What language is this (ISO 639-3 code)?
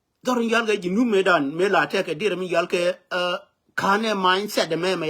nus